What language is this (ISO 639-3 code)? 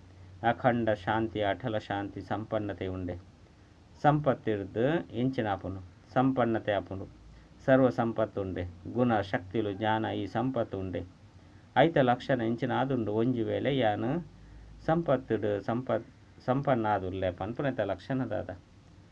tcy